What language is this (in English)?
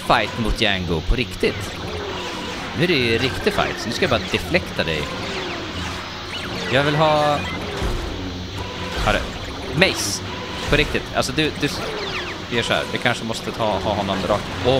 Swedish